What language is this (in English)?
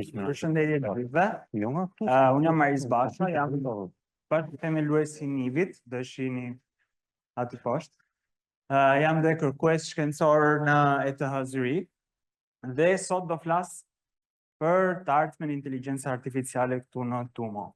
Albanian